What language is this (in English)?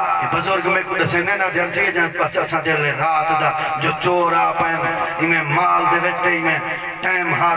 Saraiki